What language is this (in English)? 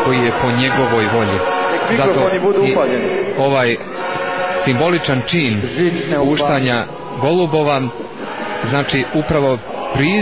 Serbian